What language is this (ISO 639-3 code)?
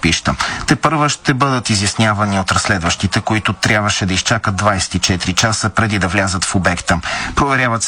bul